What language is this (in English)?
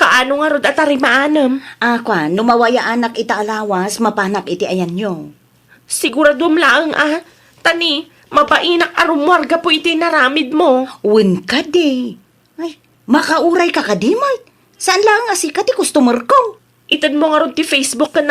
Iloko